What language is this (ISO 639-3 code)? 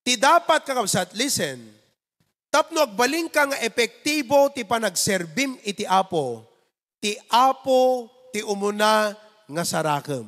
ilo